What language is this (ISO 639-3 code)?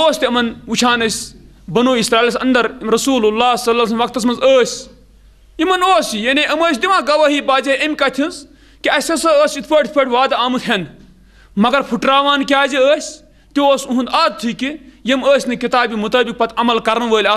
kas